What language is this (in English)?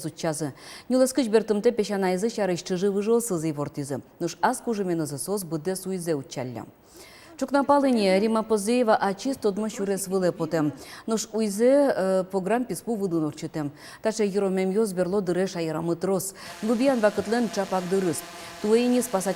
Udmurt